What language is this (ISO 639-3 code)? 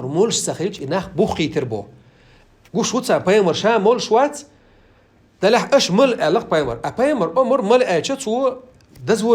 che